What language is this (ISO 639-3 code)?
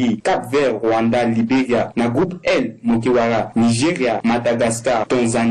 sag